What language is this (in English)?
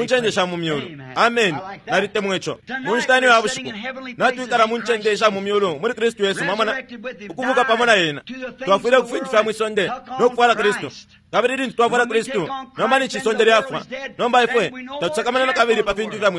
Bemba